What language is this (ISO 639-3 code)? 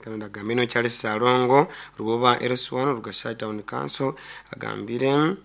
nyn